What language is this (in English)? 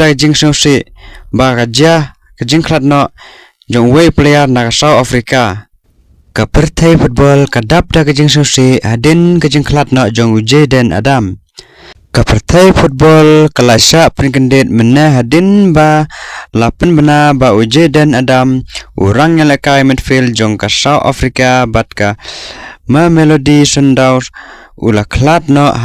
Khasi